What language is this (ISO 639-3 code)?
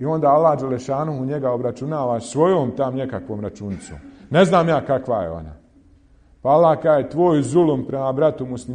bos